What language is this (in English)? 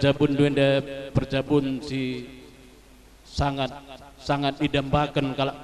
Batak Karo